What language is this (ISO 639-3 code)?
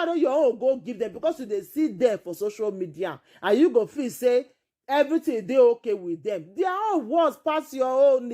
pcm